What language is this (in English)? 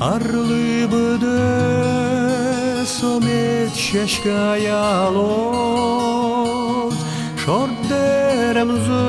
Udmurt